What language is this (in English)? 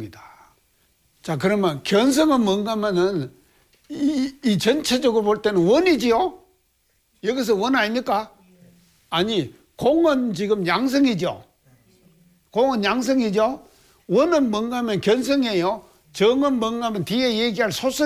Korean